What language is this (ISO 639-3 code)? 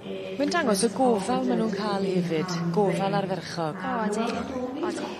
cym